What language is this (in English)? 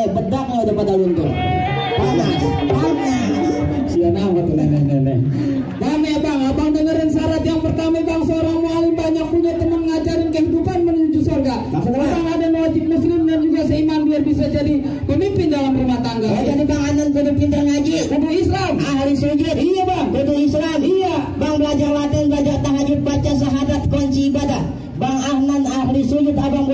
Betawi